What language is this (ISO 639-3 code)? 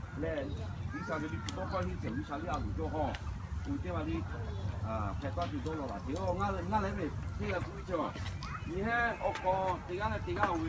lhu